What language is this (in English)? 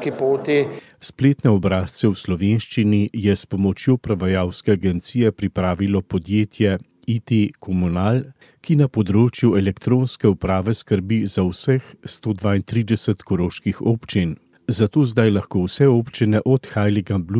Slovenian